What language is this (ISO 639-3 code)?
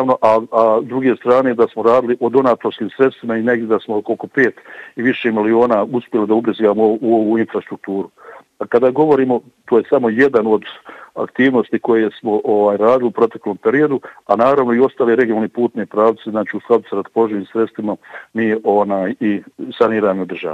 bos